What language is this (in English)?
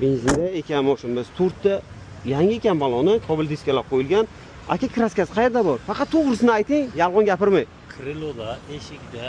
Uzbek